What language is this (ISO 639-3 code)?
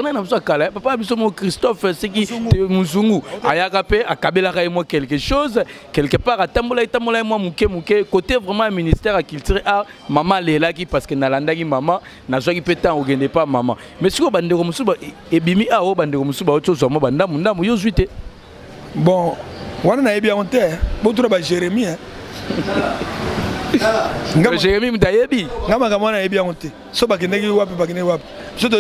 lin